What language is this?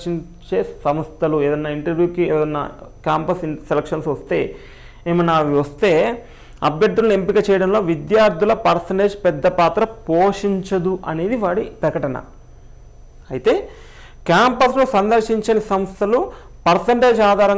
Telugu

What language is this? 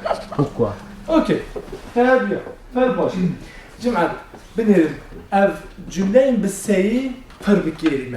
Kurdish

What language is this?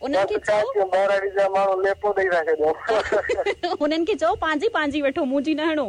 Sindhi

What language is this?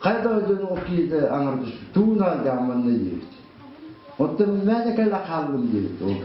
Yakut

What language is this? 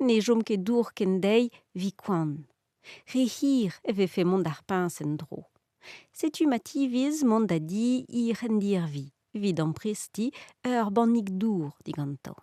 Breton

